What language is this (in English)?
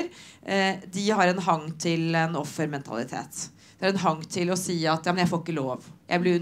Norwegian